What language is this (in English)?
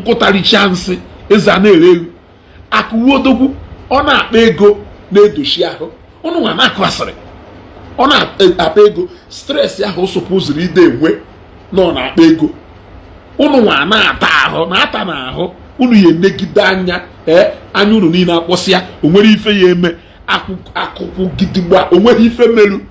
Igbo